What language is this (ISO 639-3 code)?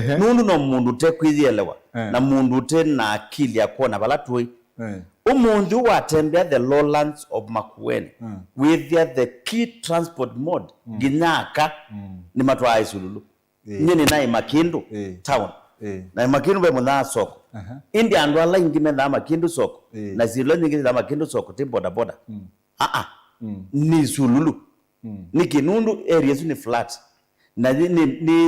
kam